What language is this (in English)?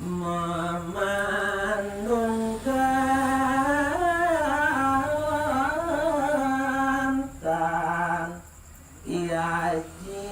Balinese